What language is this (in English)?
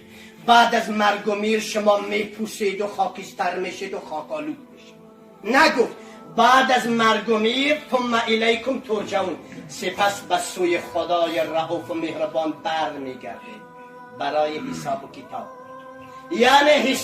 Tajik